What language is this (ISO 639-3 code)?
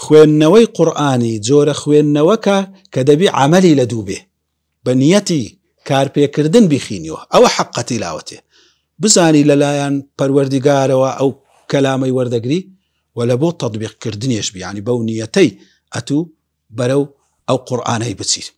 ckb